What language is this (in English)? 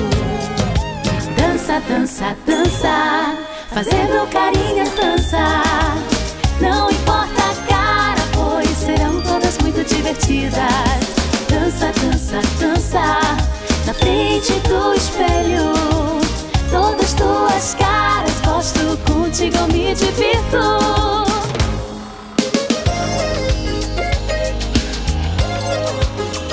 Portuguese